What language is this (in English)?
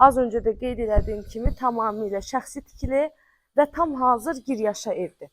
Azerbaijani